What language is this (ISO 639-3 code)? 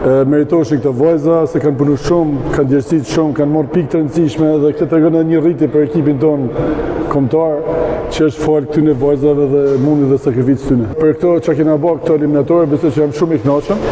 sqi